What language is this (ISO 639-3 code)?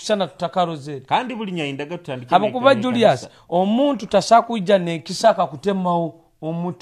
nyo